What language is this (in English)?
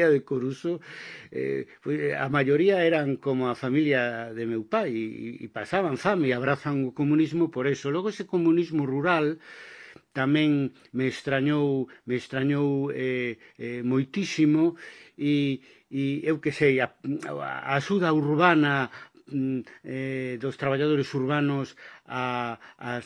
Galician